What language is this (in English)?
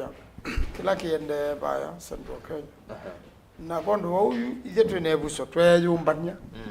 Kamba